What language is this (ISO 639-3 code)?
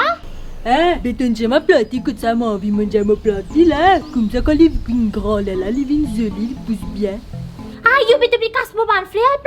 mfe